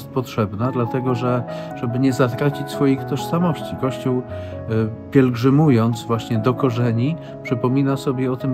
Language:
Polish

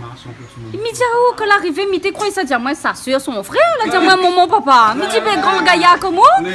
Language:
Réunion Creole French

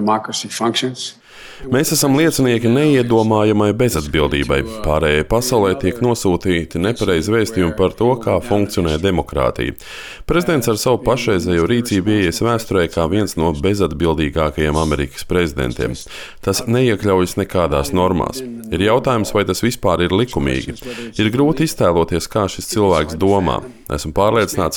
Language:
Latvian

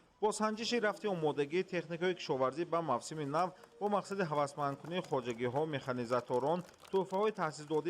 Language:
Tajik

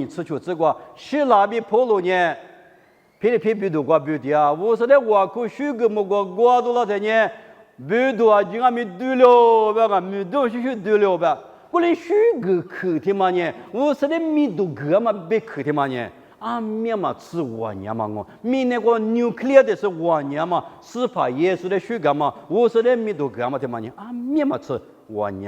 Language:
Lisu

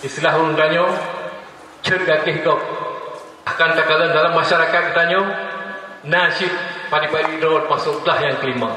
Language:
Achinese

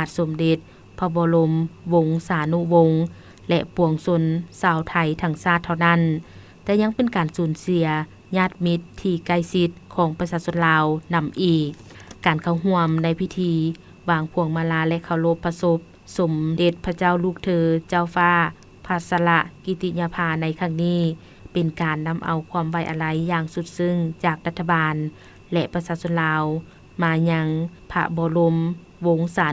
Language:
Lao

